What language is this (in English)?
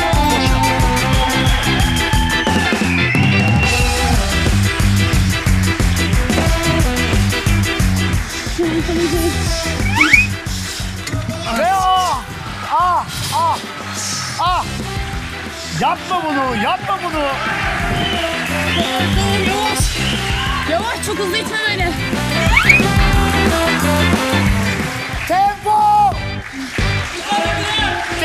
Turkish